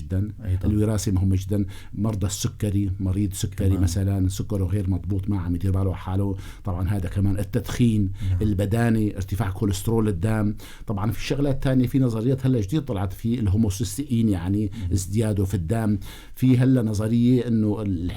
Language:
North Levantine Arabic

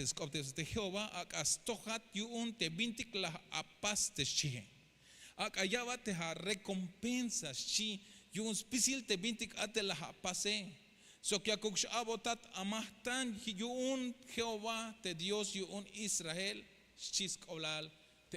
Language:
Tzeltal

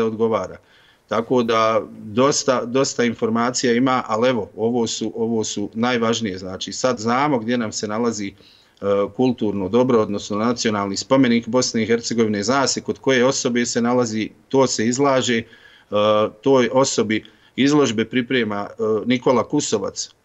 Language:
Bosnian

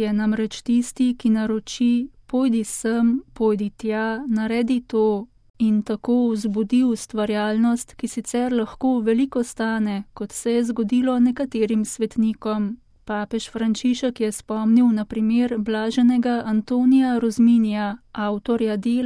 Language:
Slovenian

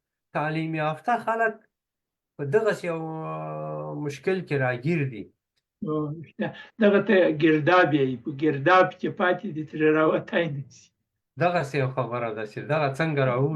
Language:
Pashto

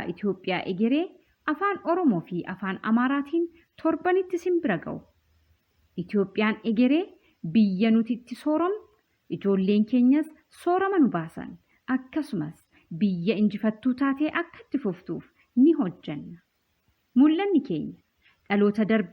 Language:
Oromo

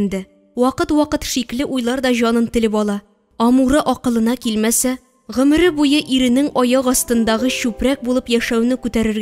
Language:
Tatar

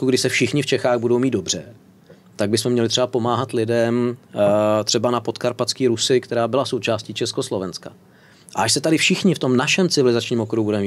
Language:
Czech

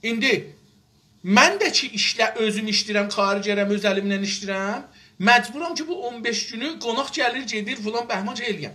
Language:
South Azerbaijani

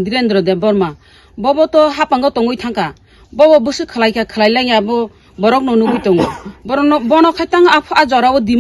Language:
Kok Borok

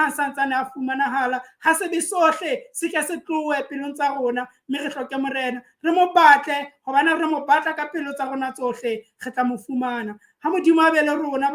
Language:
Southern Sotho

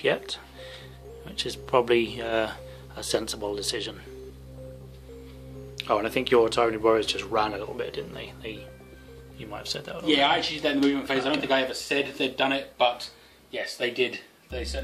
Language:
English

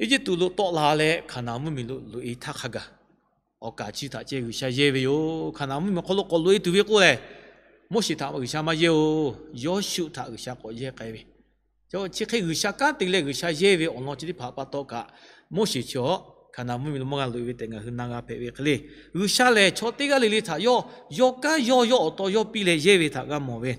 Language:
Lahu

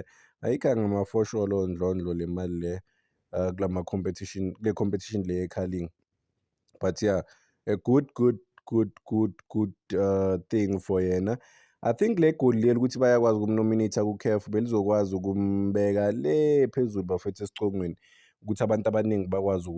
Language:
Zulu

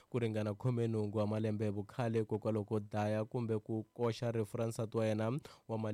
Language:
Tsonga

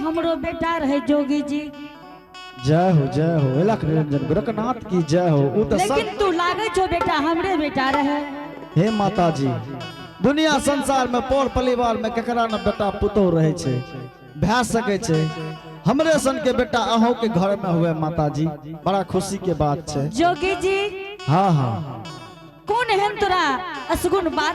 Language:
Angika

